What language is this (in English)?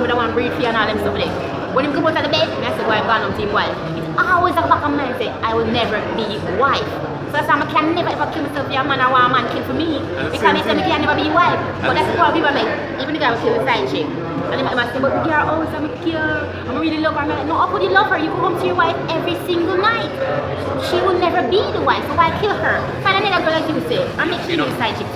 Jamaican Creole English